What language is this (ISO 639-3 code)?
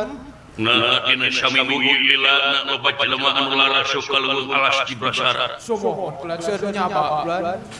sun